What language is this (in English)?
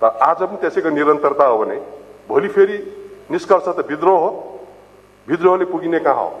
Nepali